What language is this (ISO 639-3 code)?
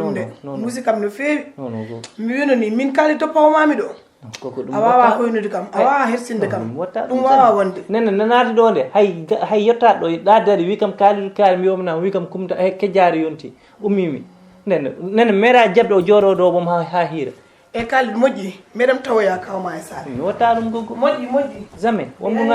ful